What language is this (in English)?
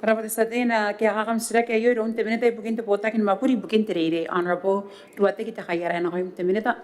Gilbertese